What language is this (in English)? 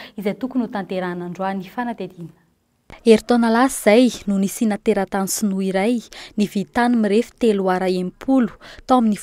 Malagasy